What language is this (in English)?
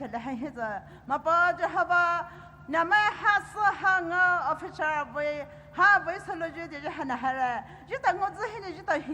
Poumei Naga